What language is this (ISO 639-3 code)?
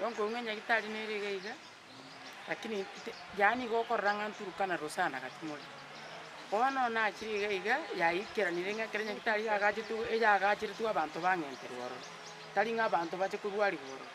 guz